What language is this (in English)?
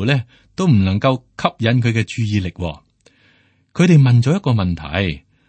Cantonese